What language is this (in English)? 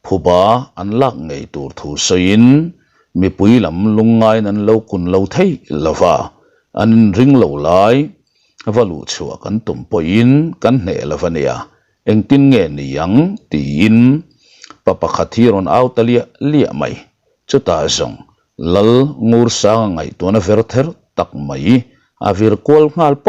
Mizo